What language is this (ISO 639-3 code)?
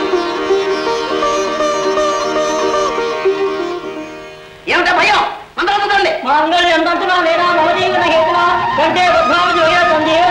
tel